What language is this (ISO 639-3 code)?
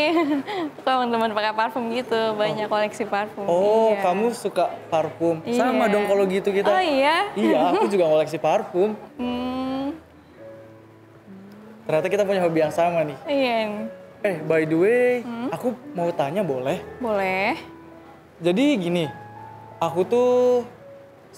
ind